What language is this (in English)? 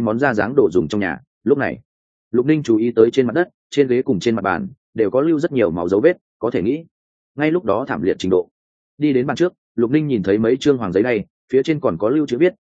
Vietnamese